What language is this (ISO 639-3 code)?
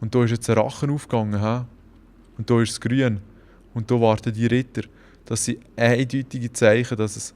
gsw